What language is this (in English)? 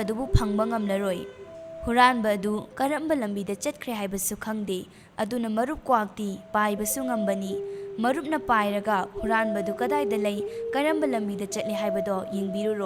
Manipuri